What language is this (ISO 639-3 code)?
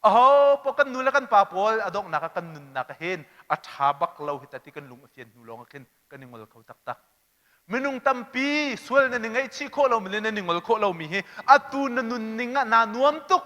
cnh